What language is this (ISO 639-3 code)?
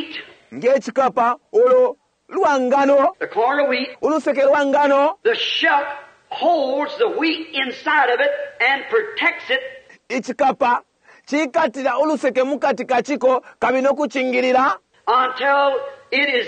bem